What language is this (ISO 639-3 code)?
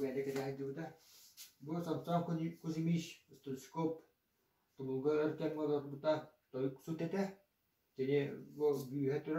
sah